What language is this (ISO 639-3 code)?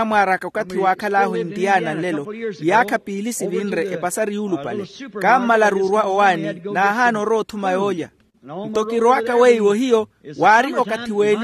vmw